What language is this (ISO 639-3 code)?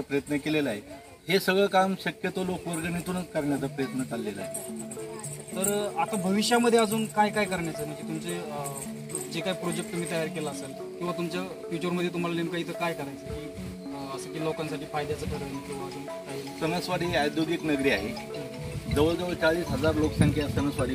mar